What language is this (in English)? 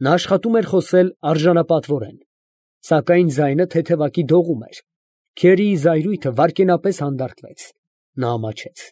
Armenian